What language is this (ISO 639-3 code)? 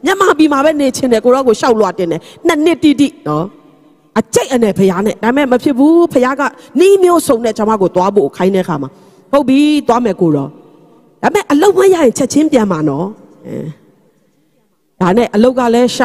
mya